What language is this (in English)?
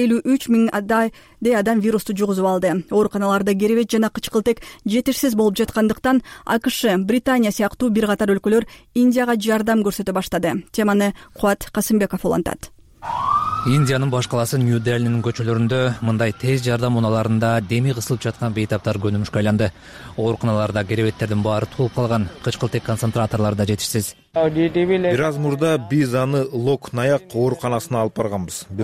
Kyrgyz